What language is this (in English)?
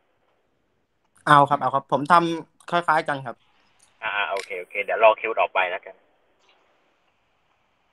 Thai